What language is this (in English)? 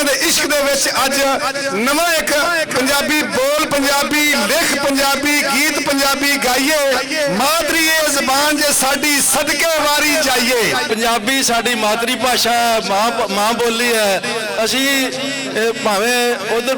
Western Panjabi